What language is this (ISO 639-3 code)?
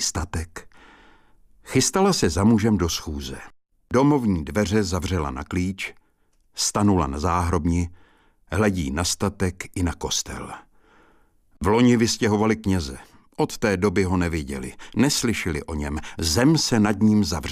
ces